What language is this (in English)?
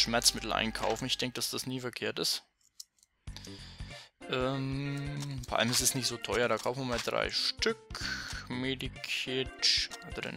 German